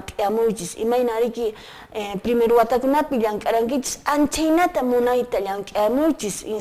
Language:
Quechua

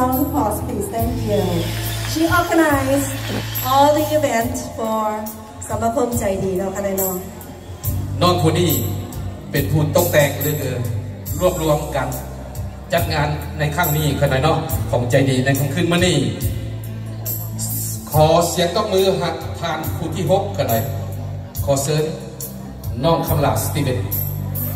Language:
Thai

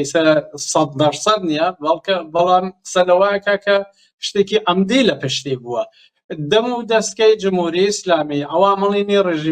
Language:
Central Kurdish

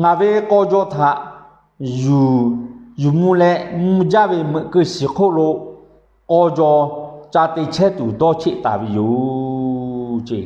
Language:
Lahu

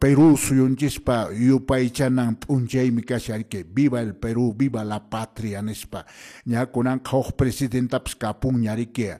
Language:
Quechua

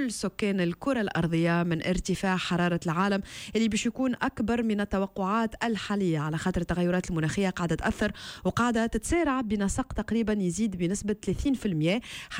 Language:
Tunisian Arabic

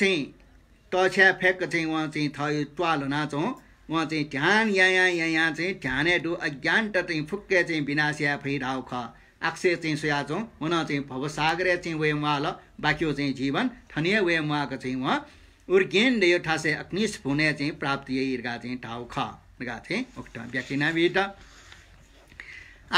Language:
Newari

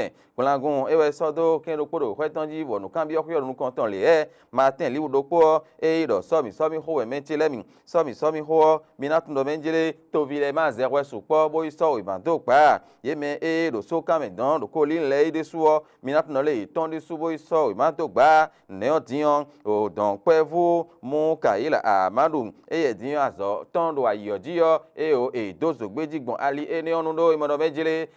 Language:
Fon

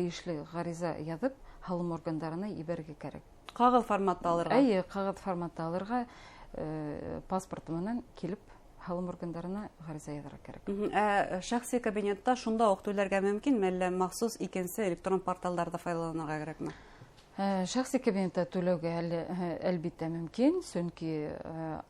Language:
Bashkir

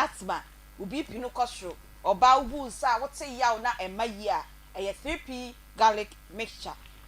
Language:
Akan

